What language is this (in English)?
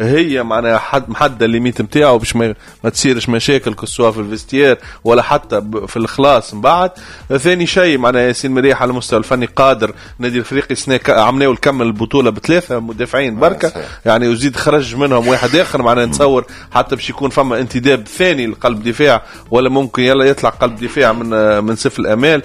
Tunisian Arabic